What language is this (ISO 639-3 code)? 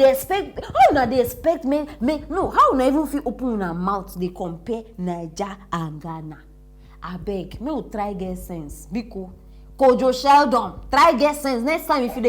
pcm